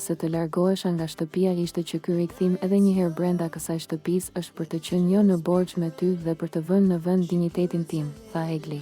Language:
Albanian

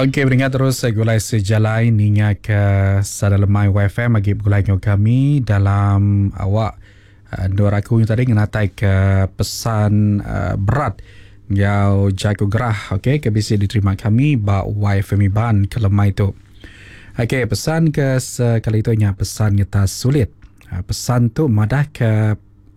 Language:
Iban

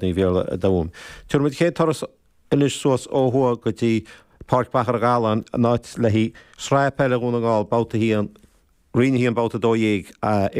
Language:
Irish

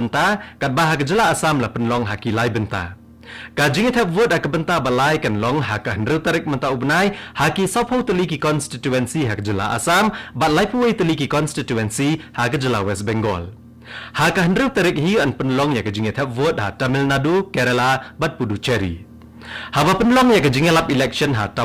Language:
Khasi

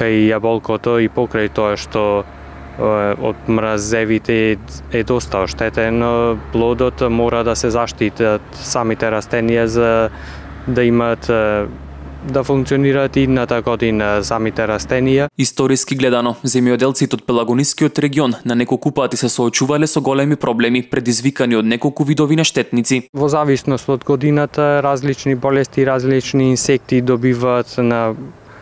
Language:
Macedonian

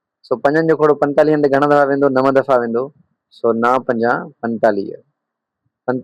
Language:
Sindhi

